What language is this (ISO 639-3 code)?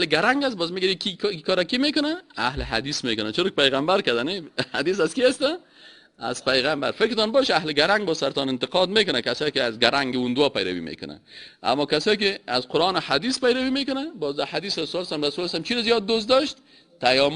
fas